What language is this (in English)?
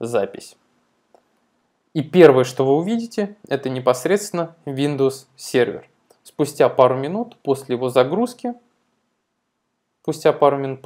Russian